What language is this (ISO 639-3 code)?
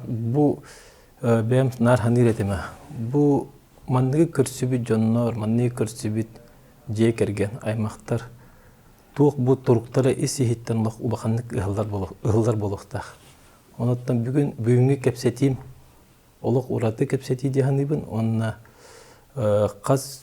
sah